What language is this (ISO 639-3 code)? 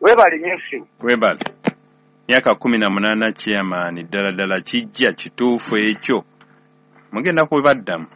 lug